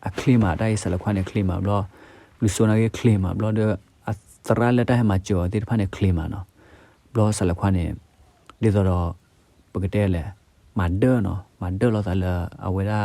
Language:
S'gaw Karen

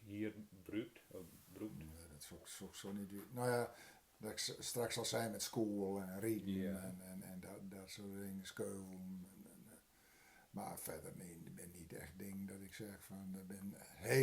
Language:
Gronings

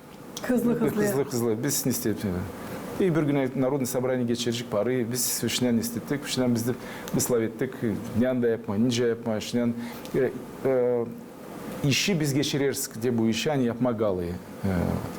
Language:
Gagauz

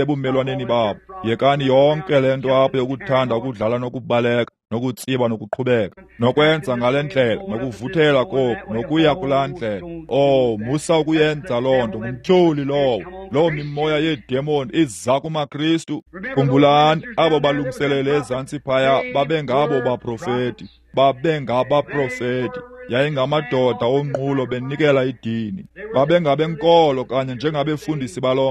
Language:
Xhosa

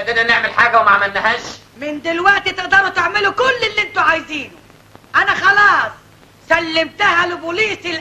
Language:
Egyptian Arabic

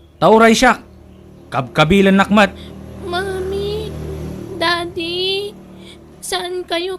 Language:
Iloko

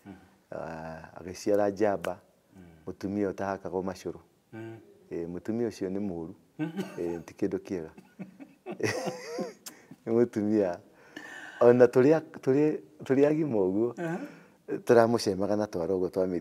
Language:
Kikuyu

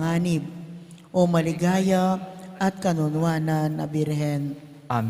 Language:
Pampanga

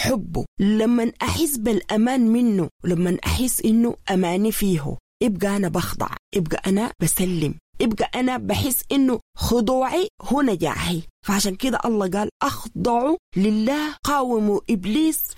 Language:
Sudanese Arabic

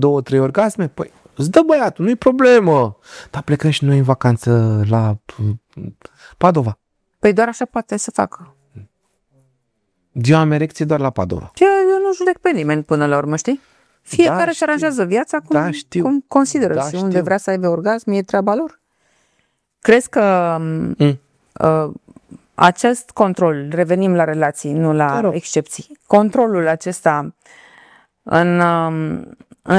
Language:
Romanian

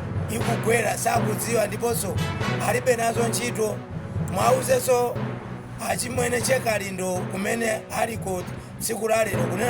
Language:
Nyanja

